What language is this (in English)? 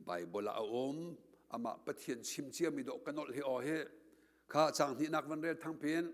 Hakha Chin